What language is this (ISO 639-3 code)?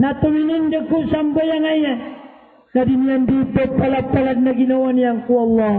mrw